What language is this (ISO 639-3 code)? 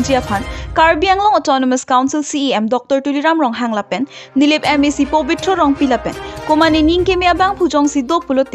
mjw